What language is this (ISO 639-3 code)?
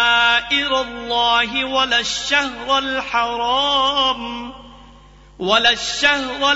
urd